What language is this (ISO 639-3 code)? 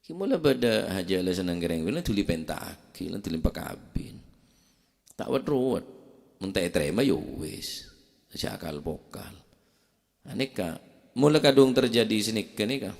mad